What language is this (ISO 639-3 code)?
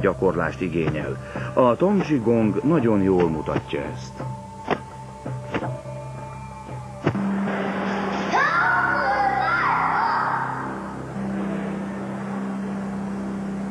hun